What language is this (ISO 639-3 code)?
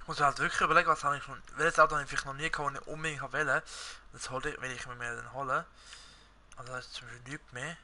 gsw